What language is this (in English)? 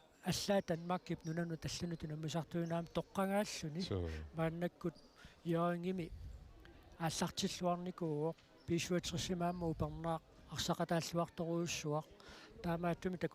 Kalaallisut